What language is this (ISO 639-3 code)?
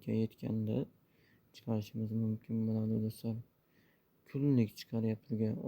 uzb